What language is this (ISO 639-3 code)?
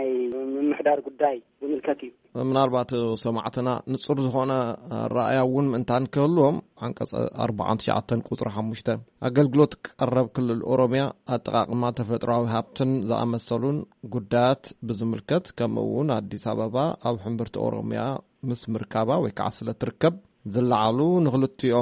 tir